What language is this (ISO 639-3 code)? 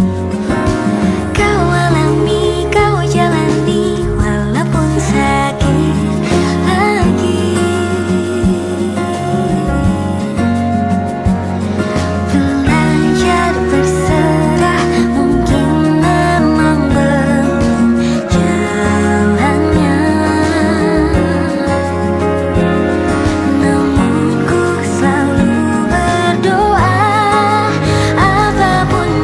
ind